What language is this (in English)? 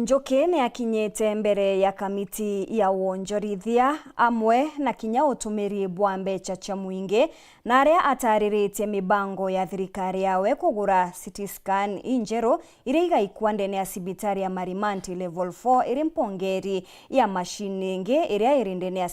Meru